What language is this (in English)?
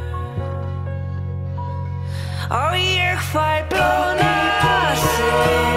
Icelandic